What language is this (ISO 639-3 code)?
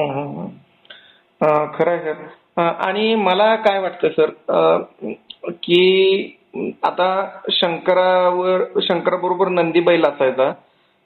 mar